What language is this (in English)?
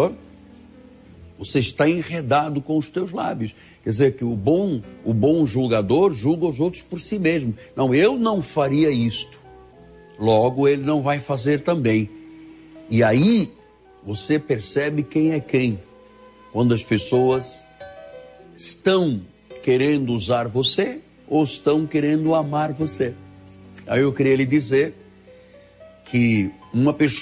Portuguese